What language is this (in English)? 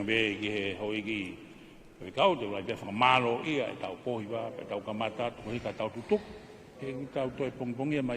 Tongan